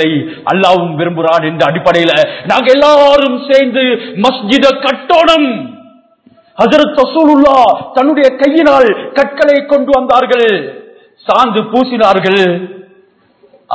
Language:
Tamil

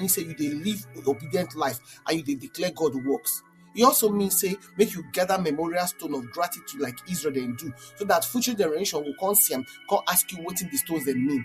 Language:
Nigerian Pidgin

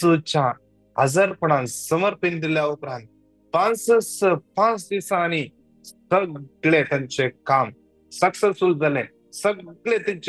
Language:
Konkani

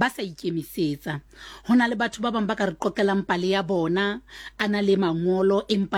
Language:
Southern Sotho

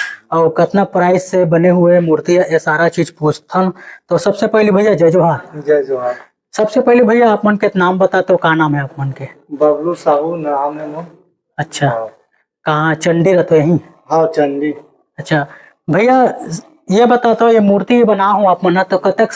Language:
Chhattisgarhi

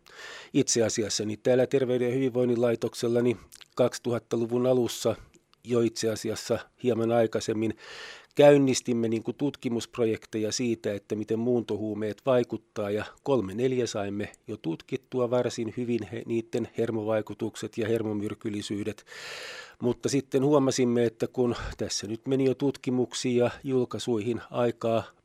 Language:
Finnish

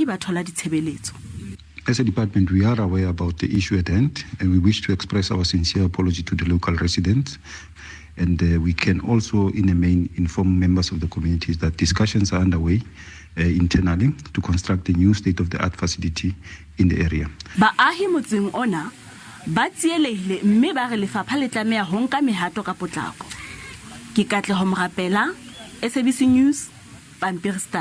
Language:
Southern Sotho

